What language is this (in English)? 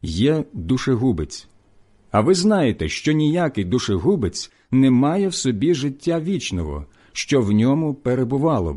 Ukrainian